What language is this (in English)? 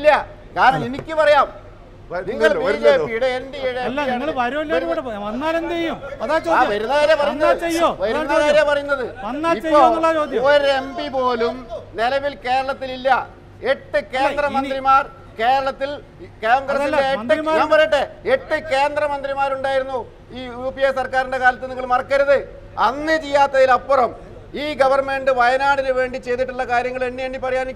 Malayalam